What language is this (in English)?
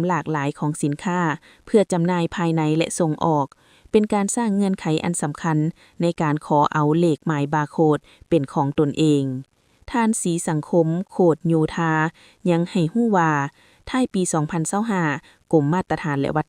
Lao